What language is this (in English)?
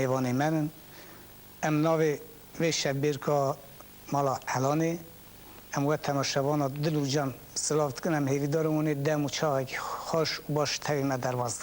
Kurdish